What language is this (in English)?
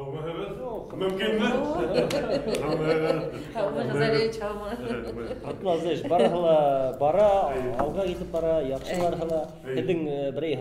Bashkir